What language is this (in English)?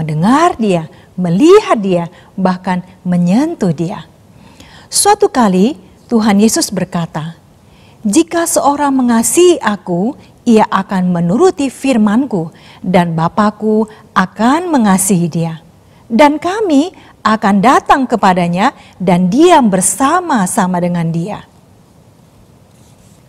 Indonesian